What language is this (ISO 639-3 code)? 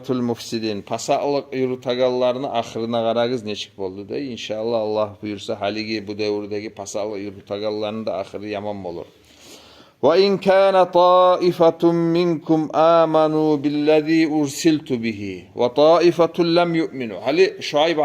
kum